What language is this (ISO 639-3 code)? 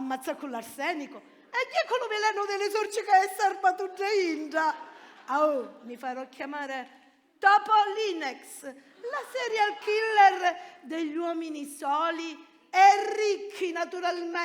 scn